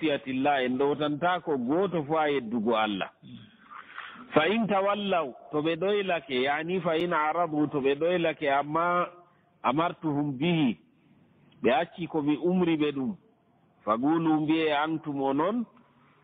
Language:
Fula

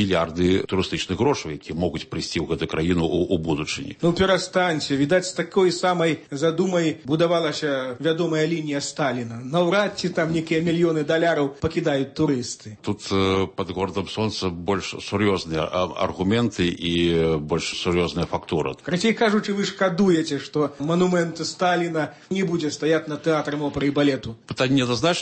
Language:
Belarusian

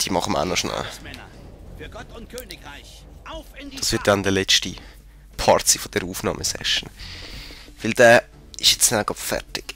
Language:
Swiss German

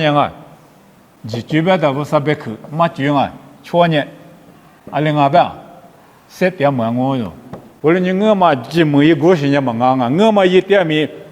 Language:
Lisu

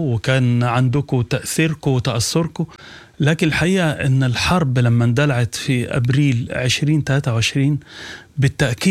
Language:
Sudanese Arabic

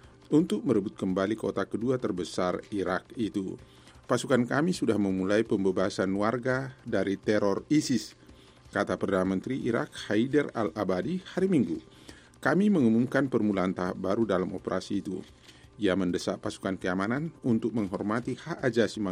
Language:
Indonesian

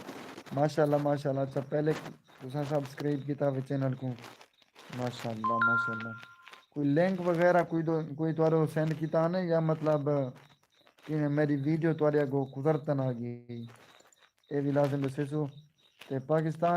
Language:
Saraiki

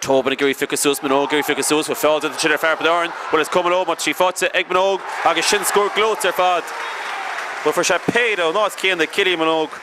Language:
Irish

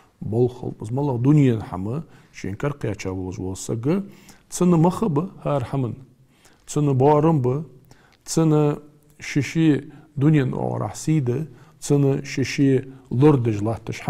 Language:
Ingush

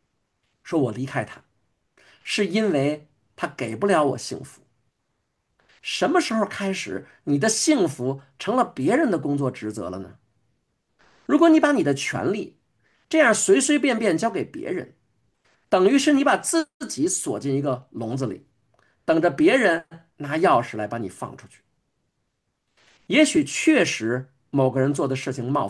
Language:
Chinese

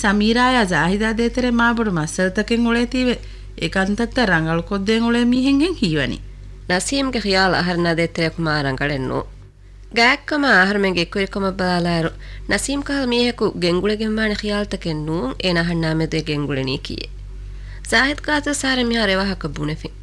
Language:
Divehi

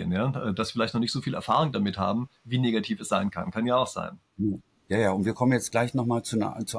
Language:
German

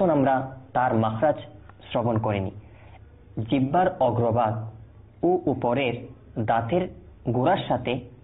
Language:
Bangla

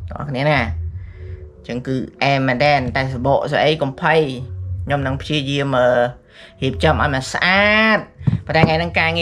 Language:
Khmer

